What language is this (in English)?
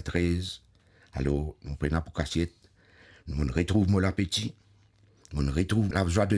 Morisyen